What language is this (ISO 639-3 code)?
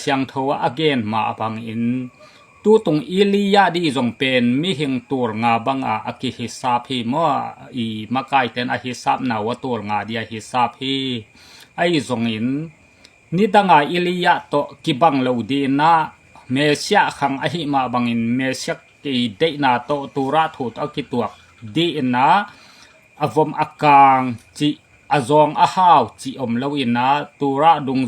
ctd